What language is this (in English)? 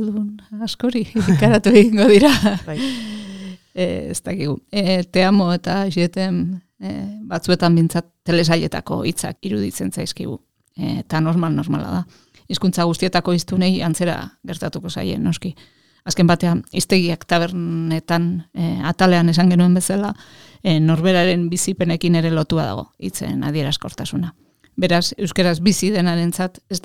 Basque